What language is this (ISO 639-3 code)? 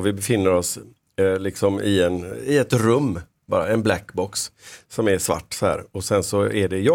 swe